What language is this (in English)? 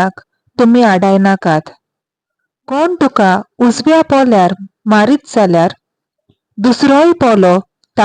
Konkani